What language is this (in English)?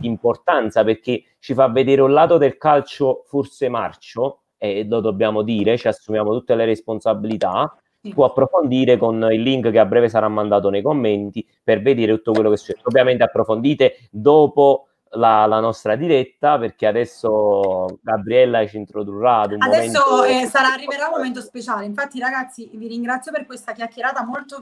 Italian